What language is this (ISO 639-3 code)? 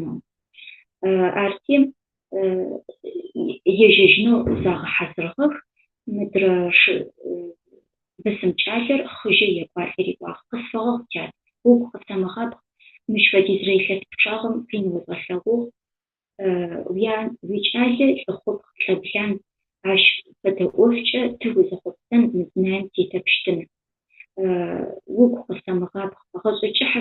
ady